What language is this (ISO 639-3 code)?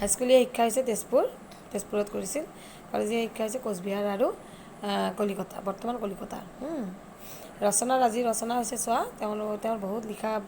asm